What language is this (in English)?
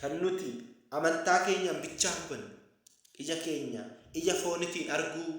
Oromo